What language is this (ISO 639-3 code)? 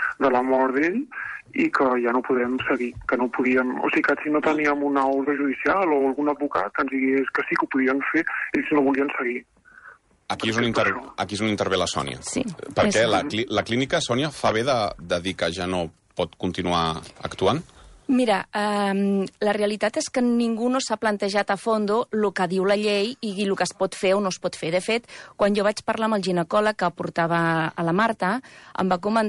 cat